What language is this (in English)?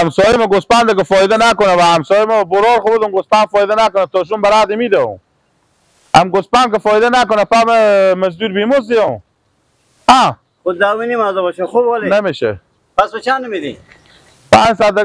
Persian